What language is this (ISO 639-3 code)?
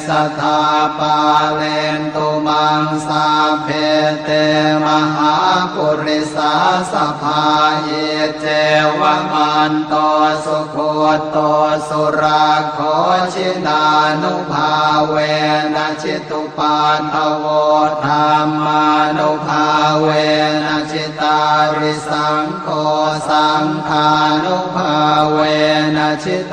pli